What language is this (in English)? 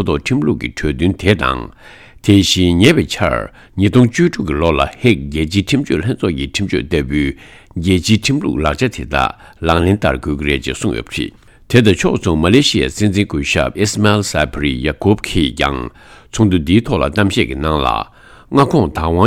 Tibetan